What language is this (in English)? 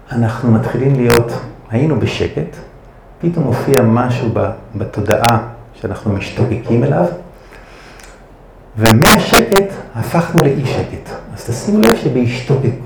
Hebrew